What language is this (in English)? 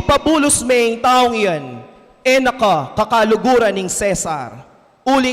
Pampanga